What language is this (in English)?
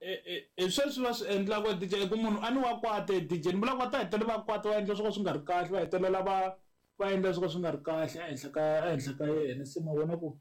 Tsonga